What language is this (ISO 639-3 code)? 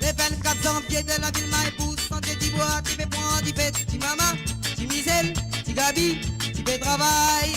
mfe